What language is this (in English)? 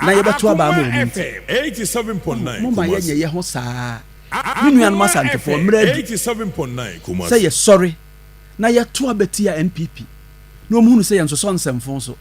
Akan